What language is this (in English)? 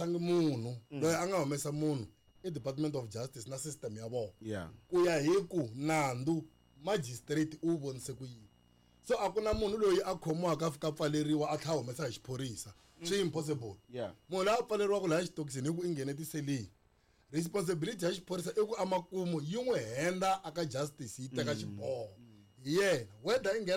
Tsonga